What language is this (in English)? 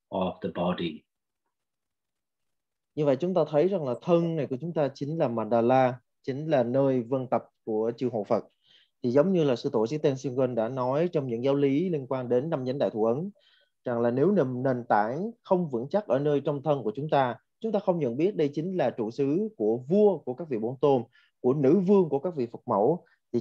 Vietnamese